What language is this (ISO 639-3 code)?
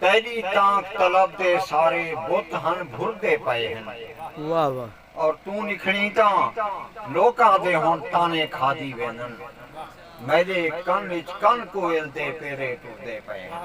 skr